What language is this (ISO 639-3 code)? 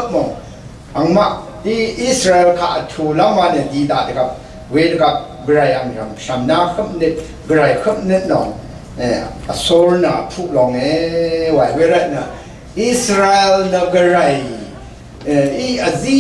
raw